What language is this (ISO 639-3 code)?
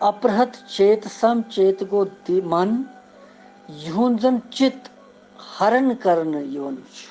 kas